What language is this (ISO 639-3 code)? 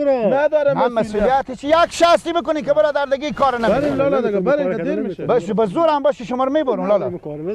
fas